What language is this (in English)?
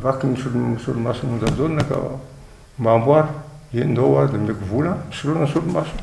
Malagasy